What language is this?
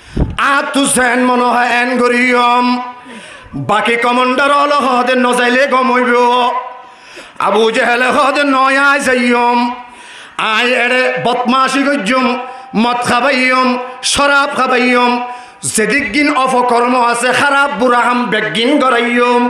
Rohingya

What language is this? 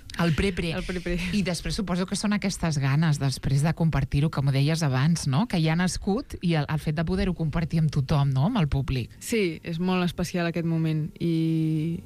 Catalan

